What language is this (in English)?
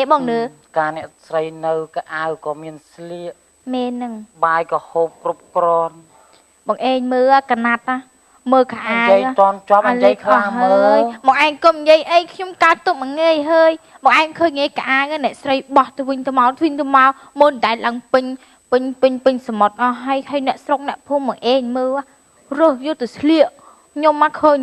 Khmer